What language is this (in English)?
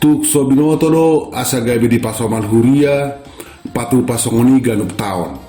Batak Toba